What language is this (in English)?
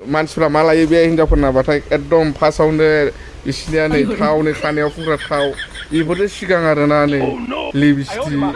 Bodo